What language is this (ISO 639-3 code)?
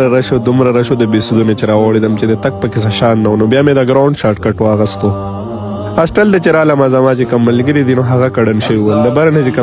pus